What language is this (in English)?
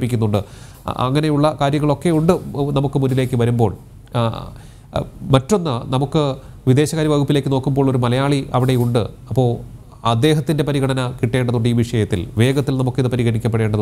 Malayalam